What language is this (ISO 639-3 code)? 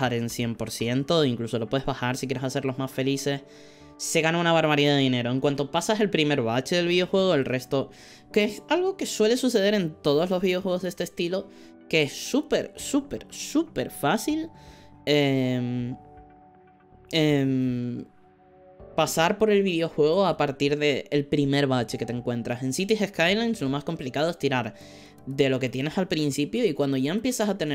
spa